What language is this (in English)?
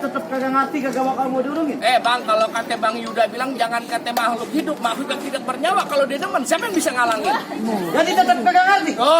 Betawi